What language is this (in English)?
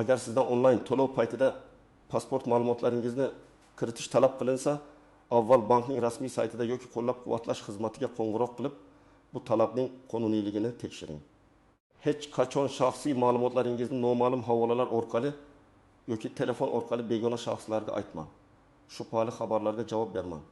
Uzbek